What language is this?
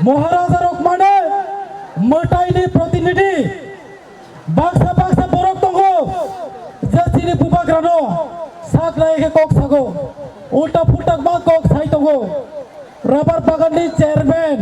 Kok Borok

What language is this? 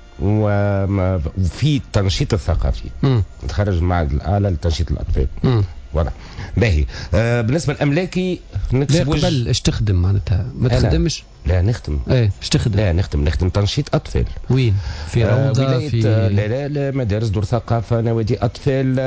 Tunisian Arabic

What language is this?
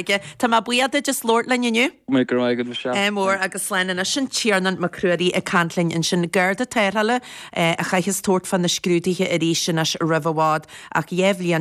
Irish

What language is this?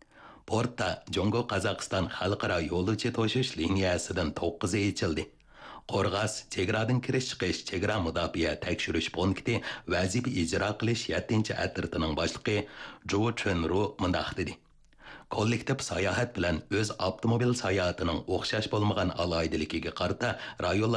Uyghur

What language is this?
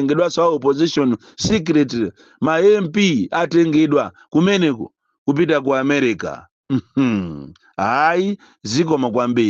Nyanja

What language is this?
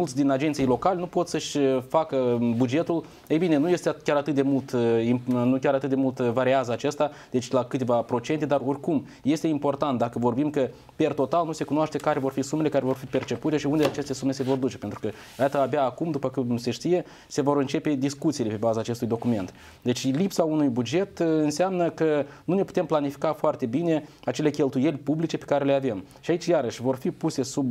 Romanian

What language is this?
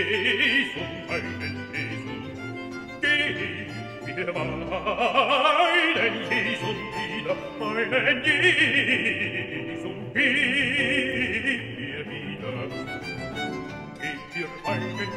German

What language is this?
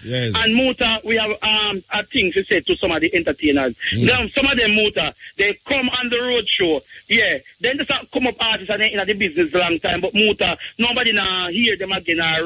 Jamaican Creole English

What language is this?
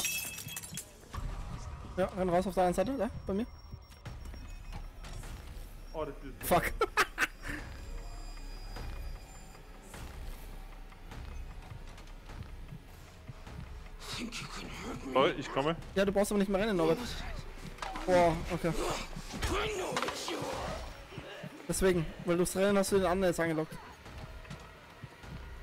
German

